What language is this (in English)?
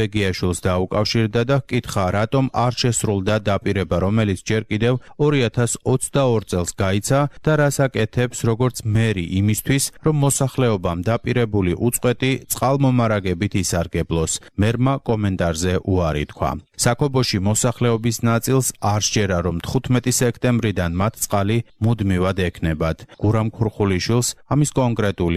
Georgian